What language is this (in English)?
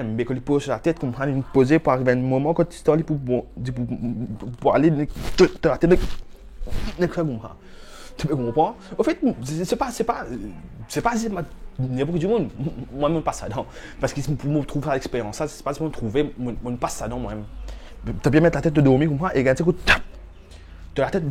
Morisyen